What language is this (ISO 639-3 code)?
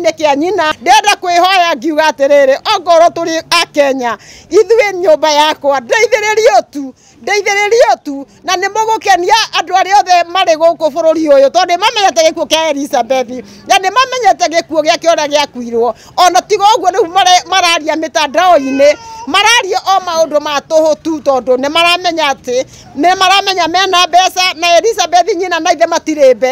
kik